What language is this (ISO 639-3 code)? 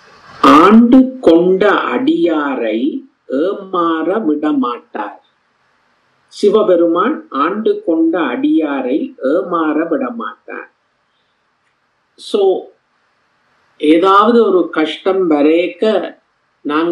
tam